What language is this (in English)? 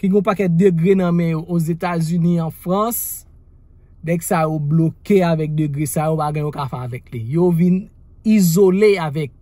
Haitian Creole